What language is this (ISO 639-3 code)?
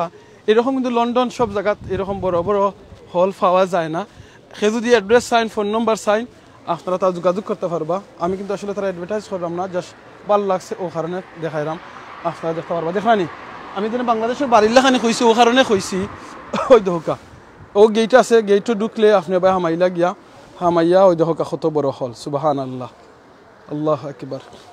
syl